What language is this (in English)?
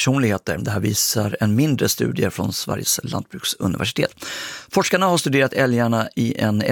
Swedish